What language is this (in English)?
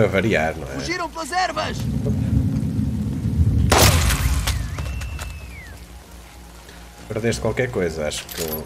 Portuguese